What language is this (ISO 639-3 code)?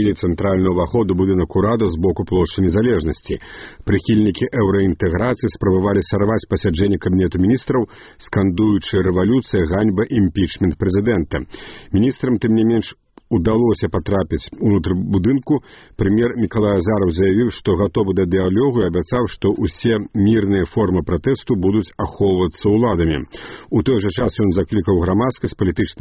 bel